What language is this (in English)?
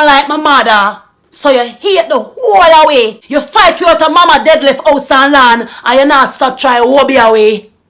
Jamaican Creole English